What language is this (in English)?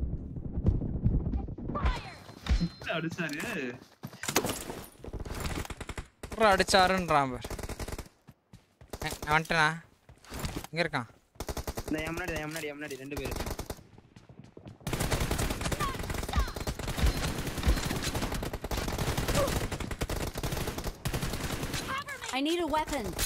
Tamil